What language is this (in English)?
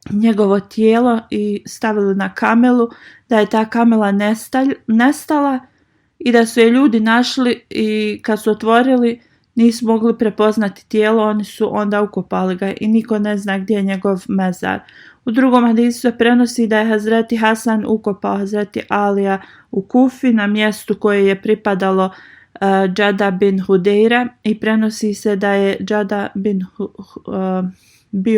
Bosnian